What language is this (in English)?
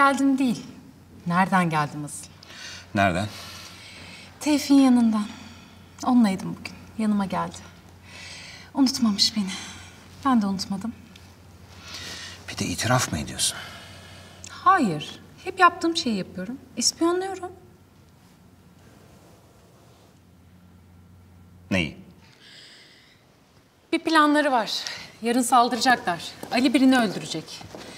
Turkish